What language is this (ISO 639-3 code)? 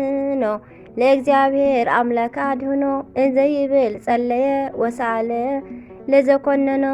tir